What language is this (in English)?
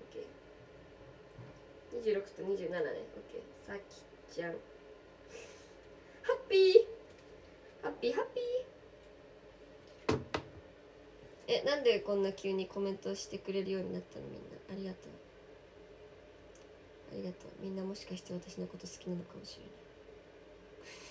Japanese